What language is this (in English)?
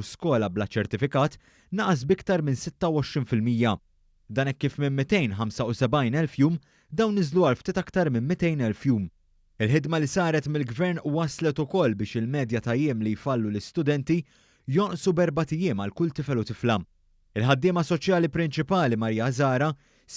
Maltese